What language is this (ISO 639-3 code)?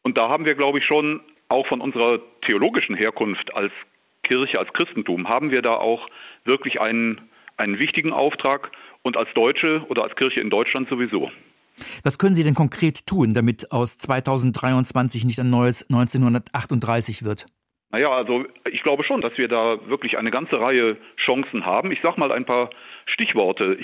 deu